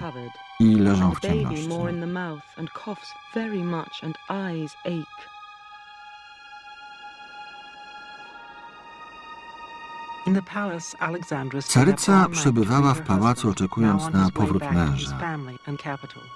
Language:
Polish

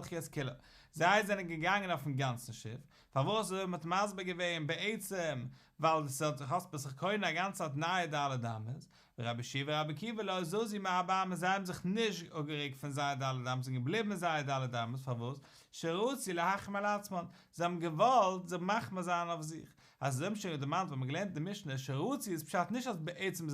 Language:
Yiddish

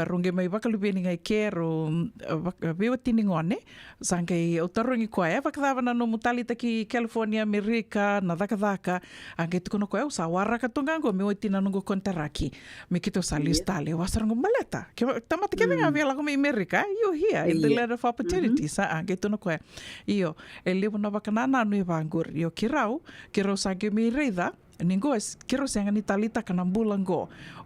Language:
Fijian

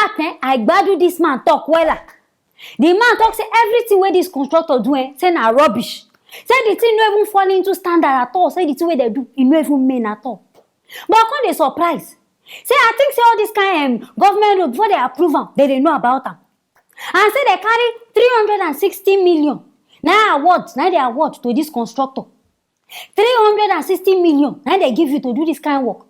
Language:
Nigerian Pidgin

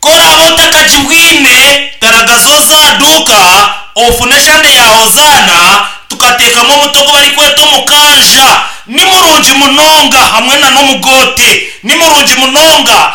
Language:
Nyankole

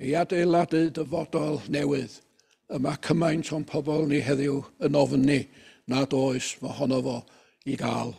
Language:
Welsh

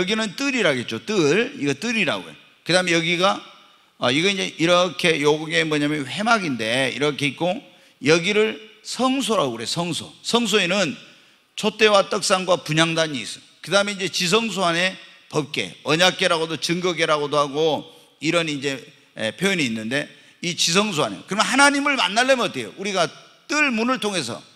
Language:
Korean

